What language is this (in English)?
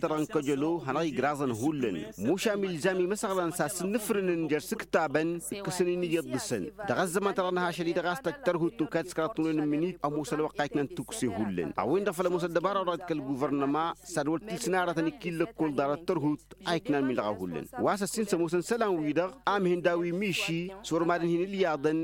Tamasheq